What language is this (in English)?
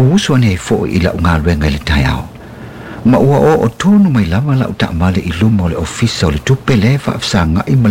Samoan